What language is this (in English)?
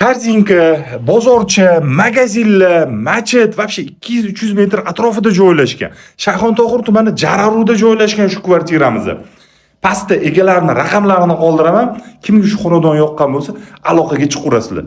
Uzbek